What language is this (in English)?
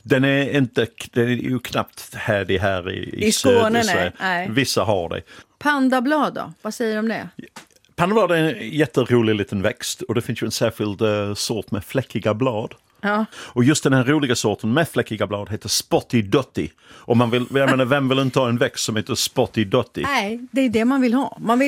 Swedish